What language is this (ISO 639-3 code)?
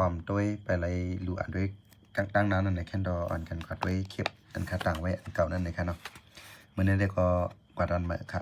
shn